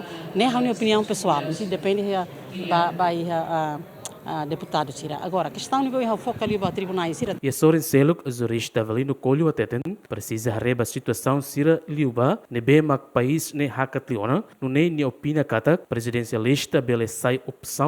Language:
Tetum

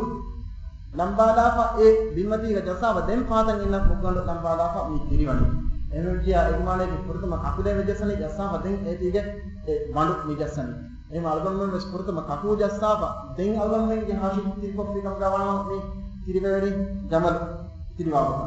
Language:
Divehi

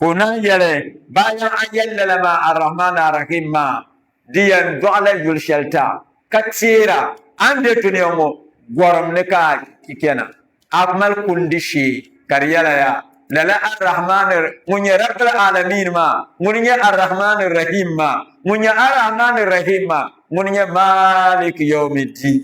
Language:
Dagbani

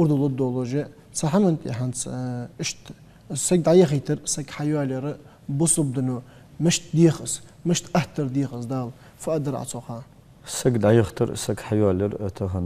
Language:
Ingush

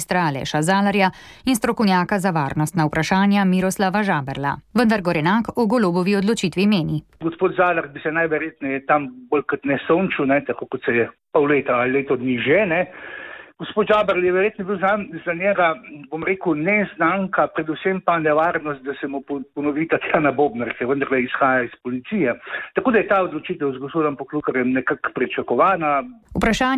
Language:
Slovenian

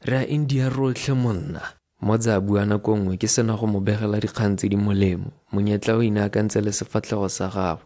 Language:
Tswana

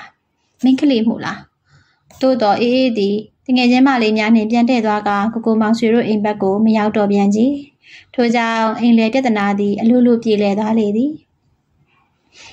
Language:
Burmese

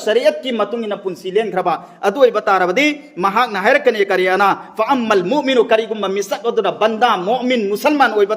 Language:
Manipuri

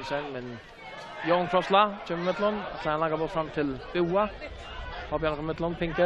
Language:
Faroese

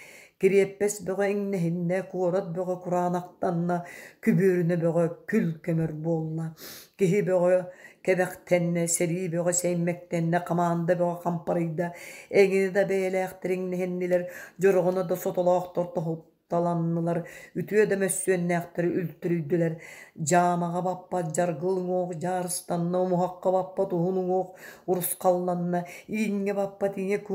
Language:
Yakut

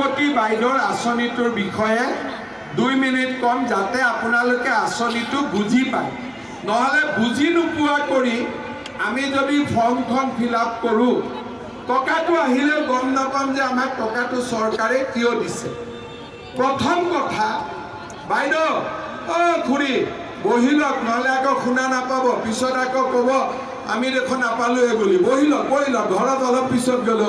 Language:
Assamese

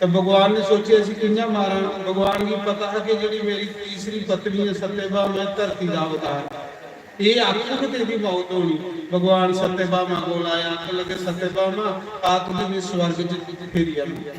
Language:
Dogri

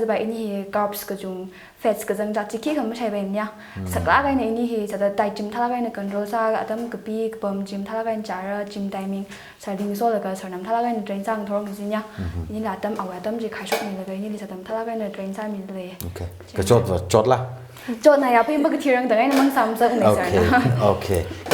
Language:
Tangkhul Naga (India)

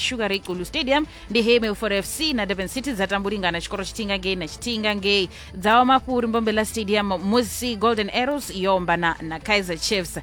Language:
Venda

